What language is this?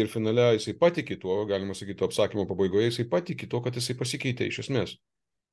Lithuanian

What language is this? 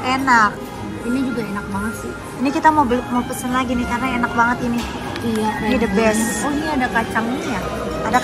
Indonesian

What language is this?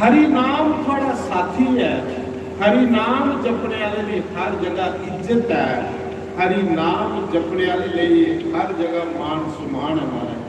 Dogri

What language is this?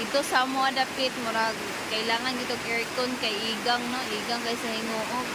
Cebuano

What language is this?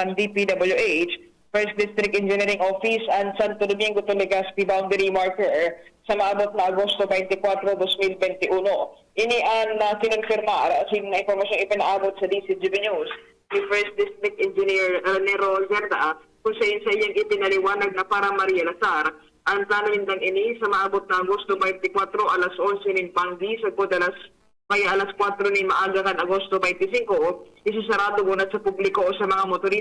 Bikol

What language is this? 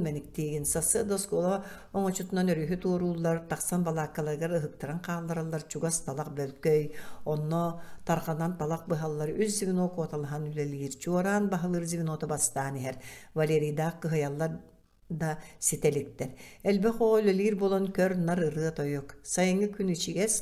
Yakut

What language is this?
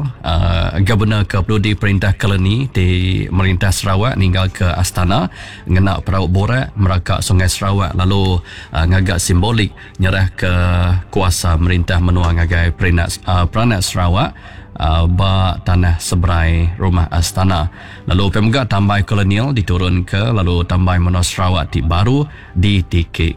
Iban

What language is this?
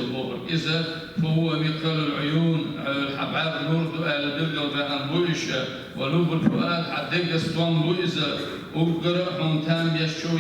Chechen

